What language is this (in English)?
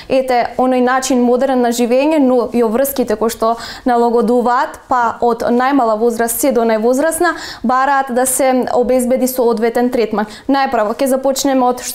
Macedonian